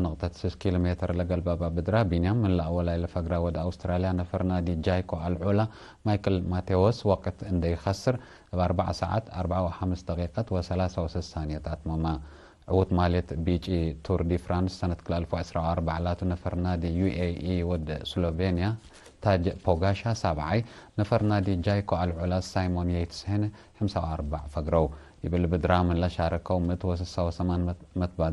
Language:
Tigre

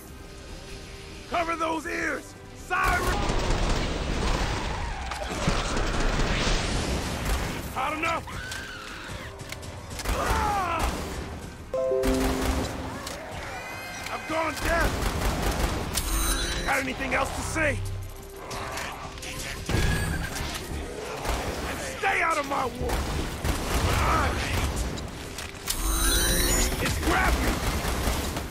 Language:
English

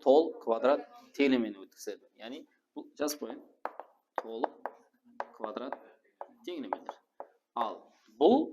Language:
Kara-Kalpak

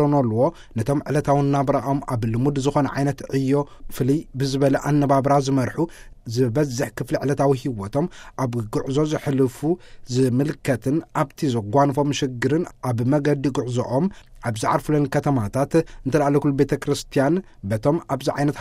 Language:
Tigrinya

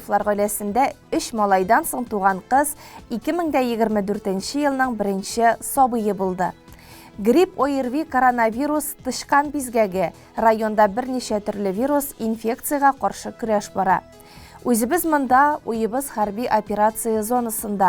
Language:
Tatar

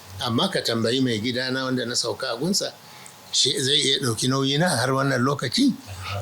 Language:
Hausa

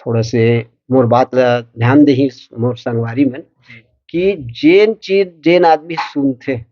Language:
Chhattisgarhi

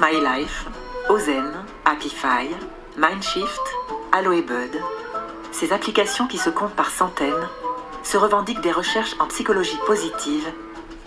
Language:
French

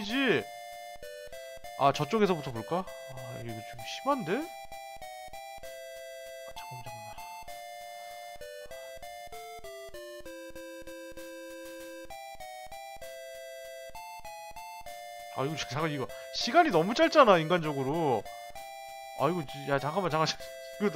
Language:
Korean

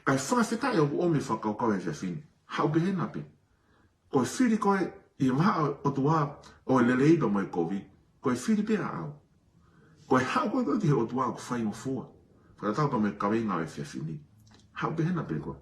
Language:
Tongan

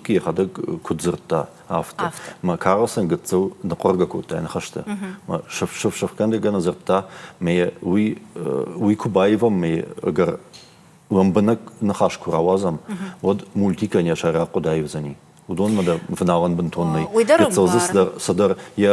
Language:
Ossetic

